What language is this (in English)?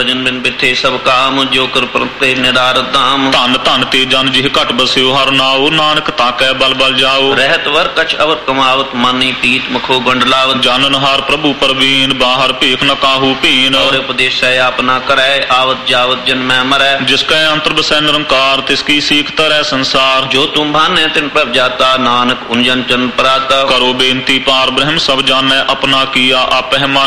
Punjabi